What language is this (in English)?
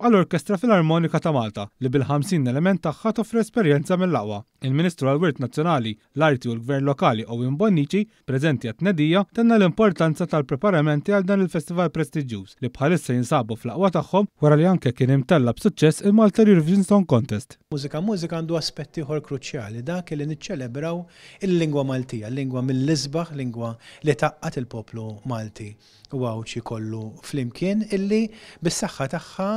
Maltese